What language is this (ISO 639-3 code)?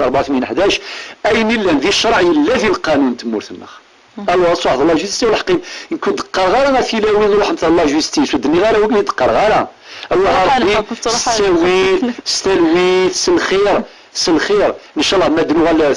kab